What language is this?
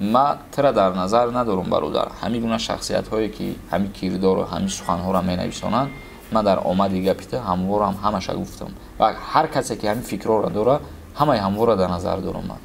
Tajik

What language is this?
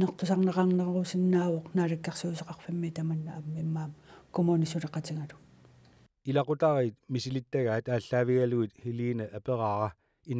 Kalaallisut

